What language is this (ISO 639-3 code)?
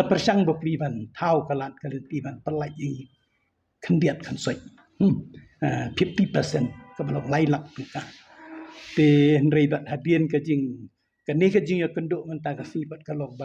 kha